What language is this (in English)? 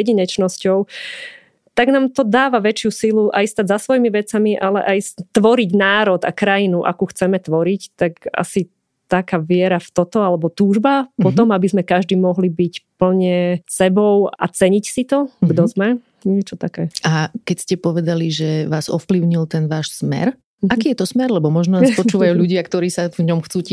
Slovak